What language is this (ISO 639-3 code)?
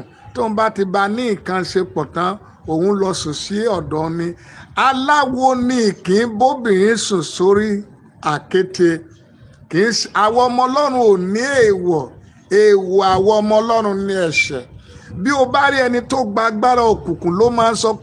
yor